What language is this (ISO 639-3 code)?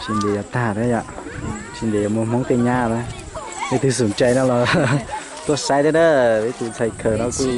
hmn